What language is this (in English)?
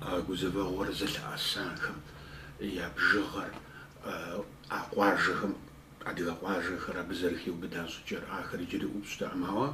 Kabardian